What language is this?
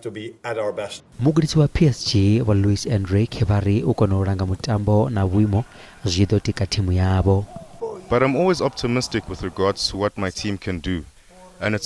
Venda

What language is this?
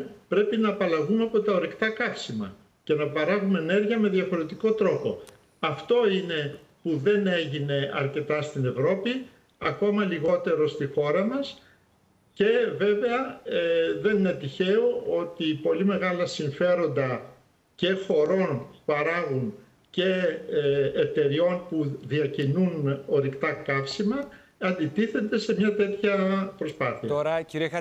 Greek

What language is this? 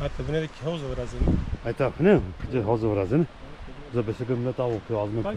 Zaza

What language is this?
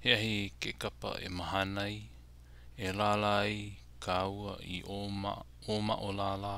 Hawaiian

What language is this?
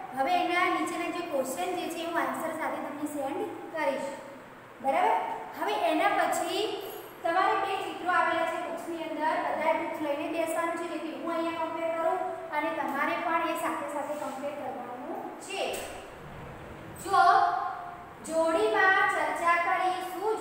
Gujarati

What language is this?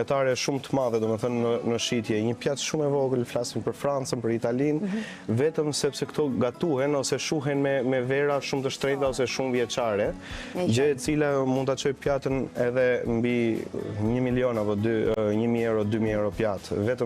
Albanian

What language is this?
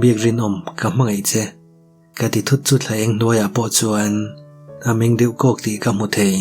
Mizo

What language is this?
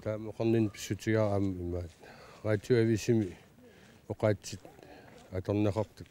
Kalaallisut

